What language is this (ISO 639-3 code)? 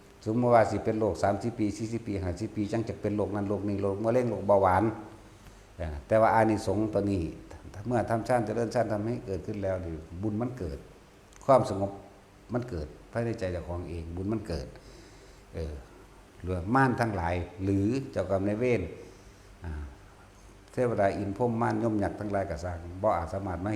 tts